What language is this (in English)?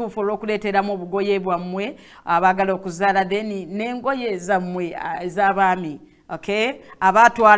Ganda